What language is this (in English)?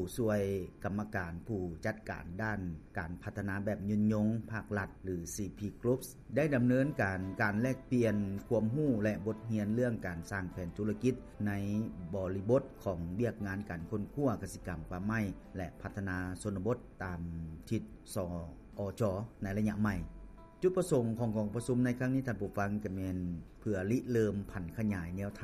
Lao